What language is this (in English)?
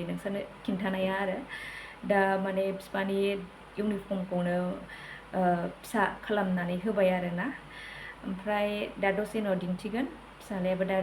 Bodo